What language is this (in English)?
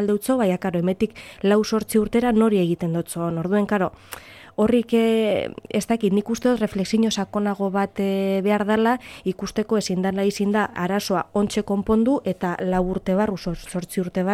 Basque